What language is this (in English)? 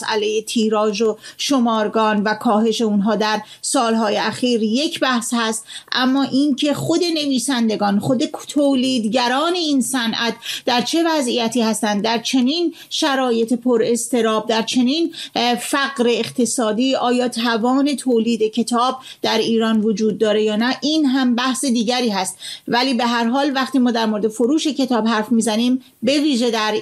Persian